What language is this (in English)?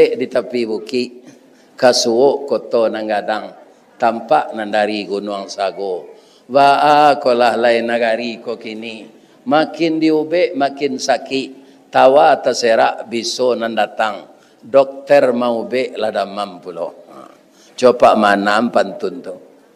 Minangkabau